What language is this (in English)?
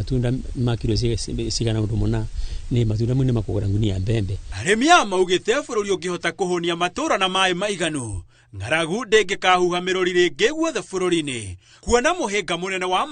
Kikuyu